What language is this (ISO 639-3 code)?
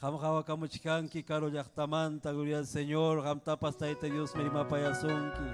quy